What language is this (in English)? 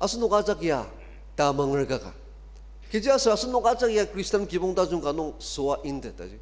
Ao Naga